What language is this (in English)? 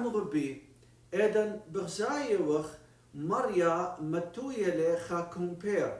Assyrian Neo-Aramaic